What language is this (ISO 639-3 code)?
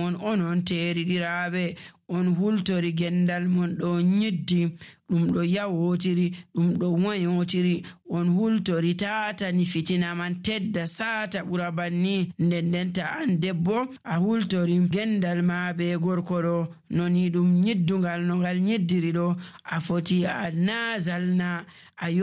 fuv